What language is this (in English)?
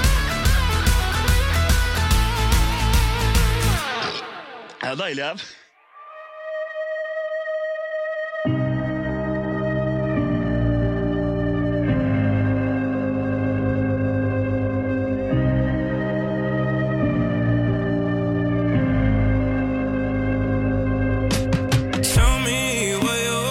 Norwegian